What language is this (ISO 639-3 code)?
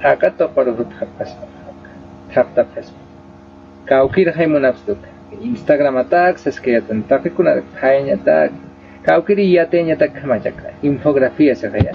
aym